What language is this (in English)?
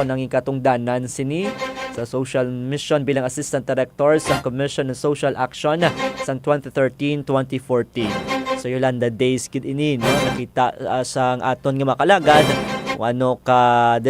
Hiligaynon